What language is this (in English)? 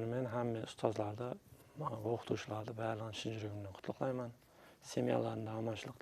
Kara-Kalpak